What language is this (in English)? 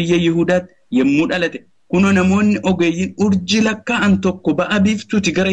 Oromo